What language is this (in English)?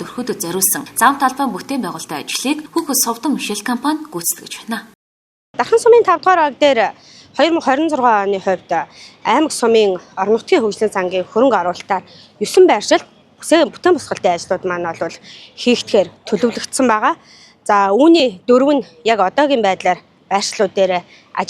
Mongolian